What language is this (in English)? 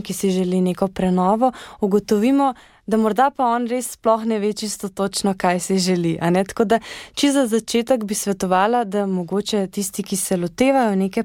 Slovenian